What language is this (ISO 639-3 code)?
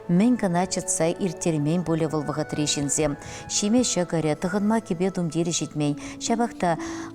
chv